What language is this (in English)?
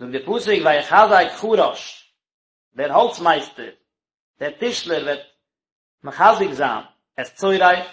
Yiddish